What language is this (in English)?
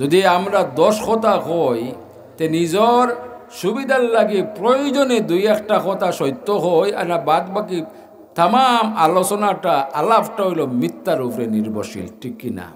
Sylheti